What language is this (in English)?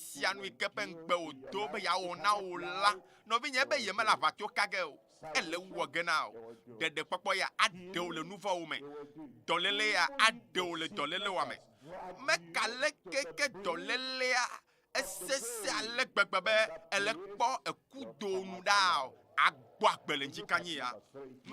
Ewe